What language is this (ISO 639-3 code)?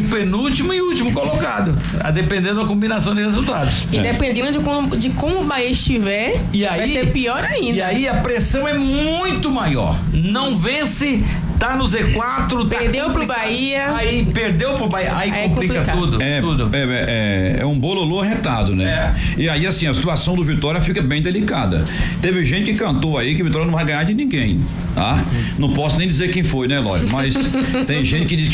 por